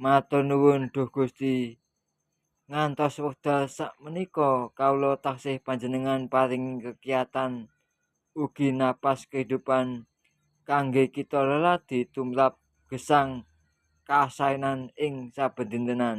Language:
Javanese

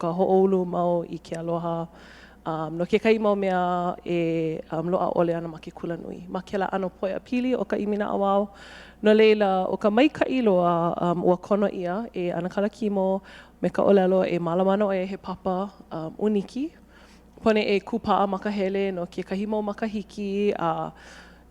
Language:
Hawaiian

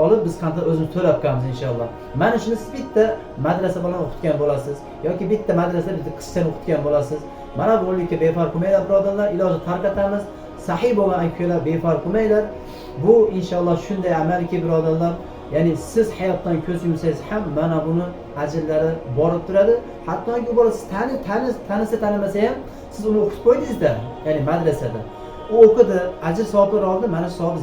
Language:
Uzbek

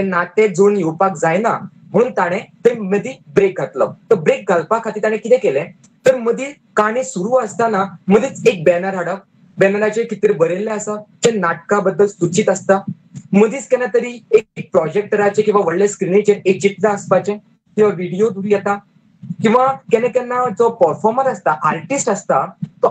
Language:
Konkani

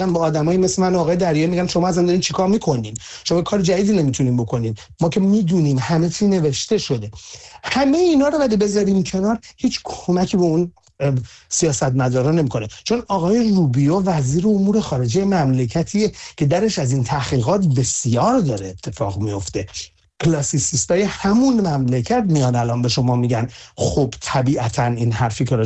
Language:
Persian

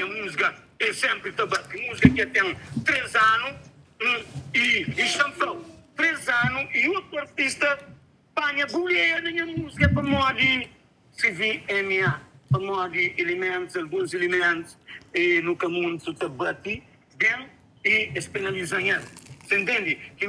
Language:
Kabuverdianu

